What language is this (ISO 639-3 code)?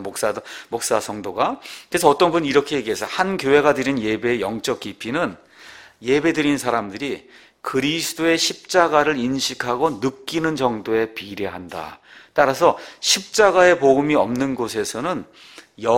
kor